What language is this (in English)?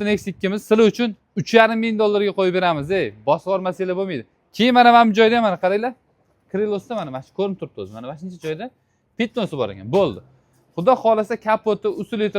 Uzbek